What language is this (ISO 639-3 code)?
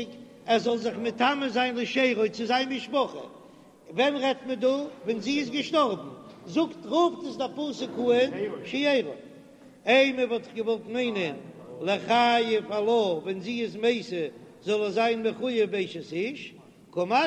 yid